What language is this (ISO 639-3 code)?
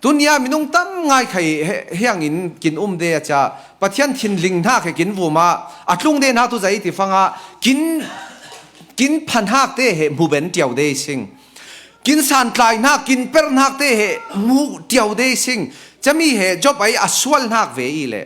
cfm